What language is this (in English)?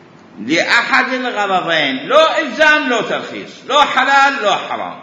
Mesopotamian Arabic